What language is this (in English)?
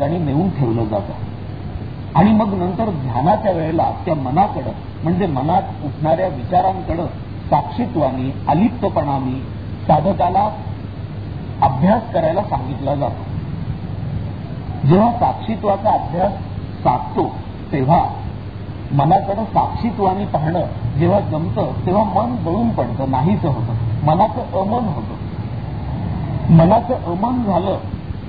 Marathi